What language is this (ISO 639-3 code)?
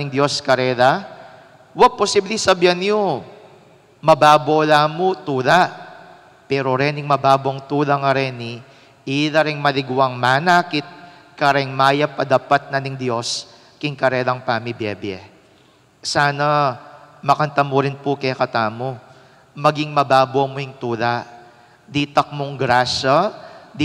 pam